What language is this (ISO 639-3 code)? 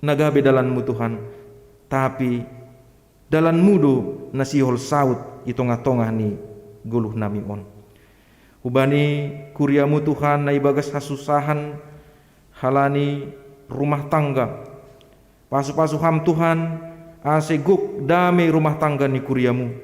bts